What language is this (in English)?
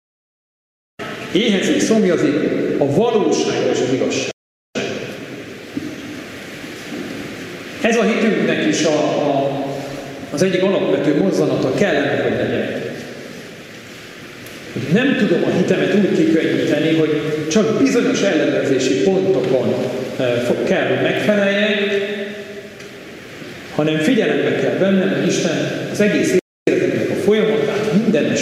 Hungarian